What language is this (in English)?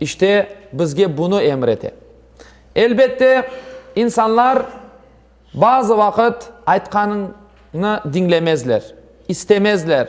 Crimean Tatar